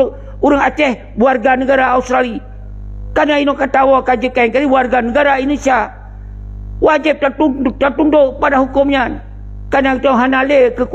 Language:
Achinese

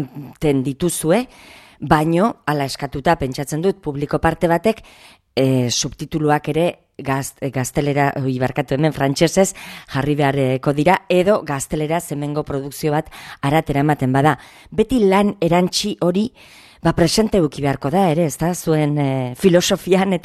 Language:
Basque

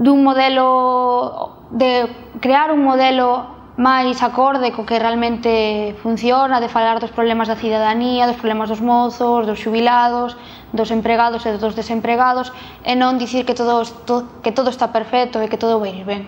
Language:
Galician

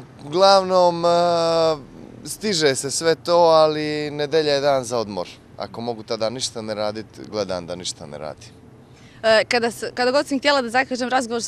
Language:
Bosnian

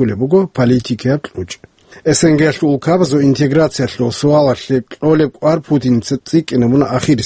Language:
Avaric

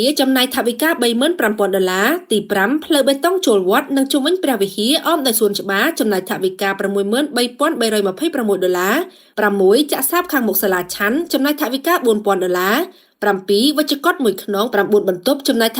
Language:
Khmer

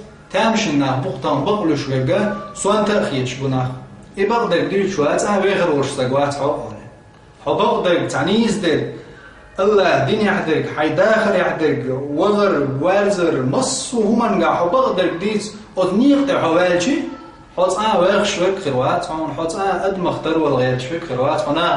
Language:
Chechen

